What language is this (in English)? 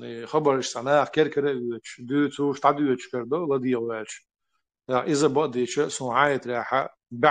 Chechen